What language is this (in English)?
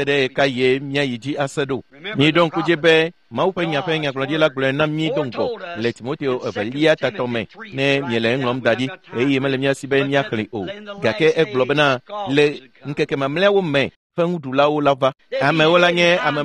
Ewe